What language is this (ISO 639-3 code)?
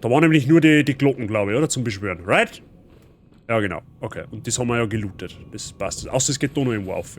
bar